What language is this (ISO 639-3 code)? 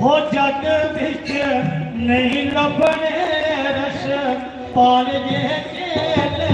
doi